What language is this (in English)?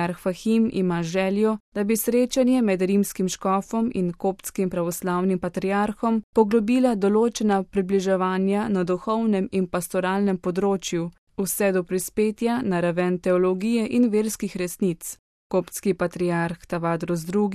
Slovenian